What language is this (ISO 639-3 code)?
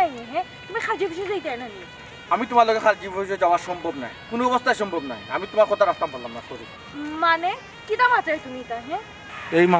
syl